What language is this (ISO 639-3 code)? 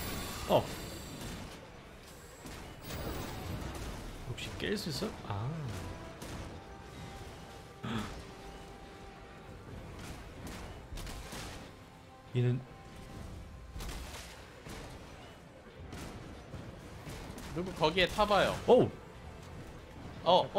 kor